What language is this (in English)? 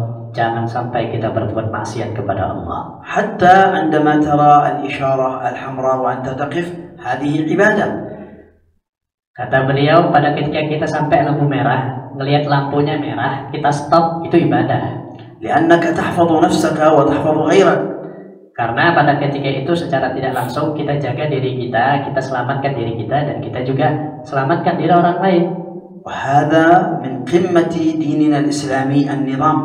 Indonesian